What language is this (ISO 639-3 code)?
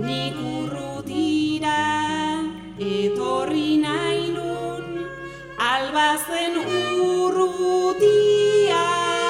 eus